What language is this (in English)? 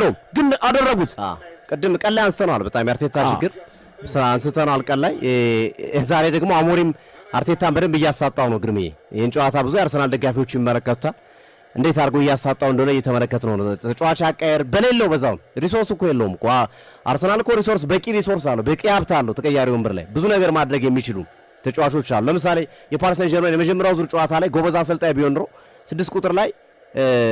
Amharic